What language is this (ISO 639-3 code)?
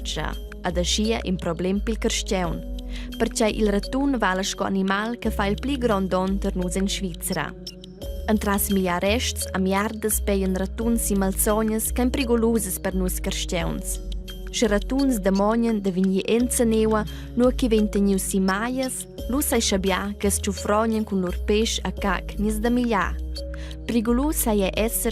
roh